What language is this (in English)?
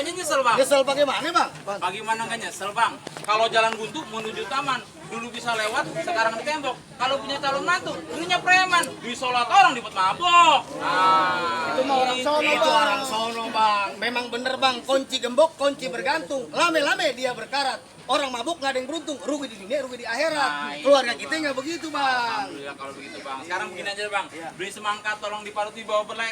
Betawi